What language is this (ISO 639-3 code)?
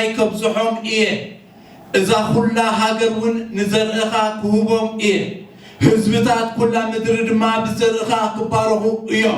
tir